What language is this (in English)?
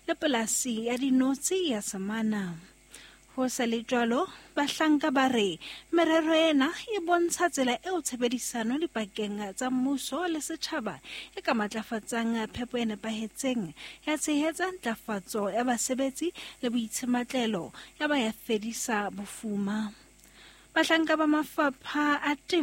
Southern Sotho